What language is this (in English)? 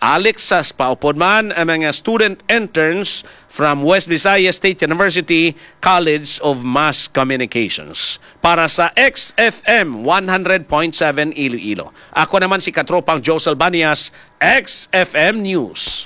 Hiligaynon